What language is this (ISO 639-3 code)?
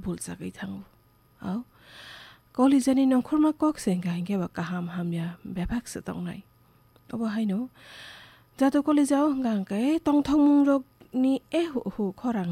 trp